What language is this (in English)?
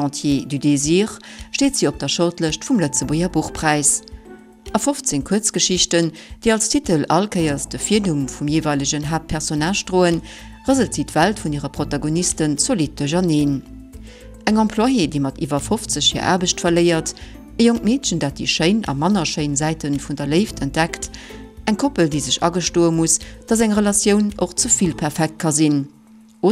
Luxembourgish